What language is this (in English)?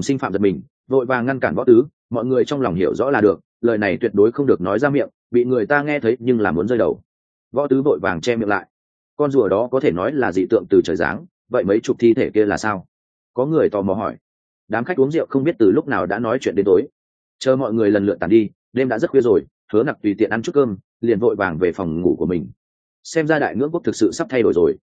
Vietnamese